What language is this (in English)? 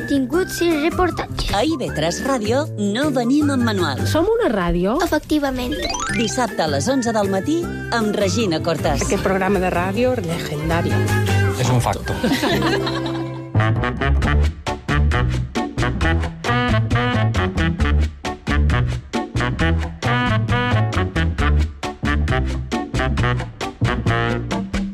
Catalan